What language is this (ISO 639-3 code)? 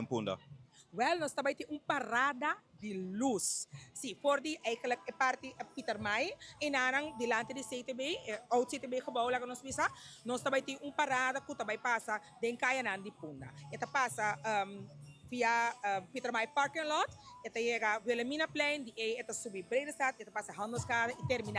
pap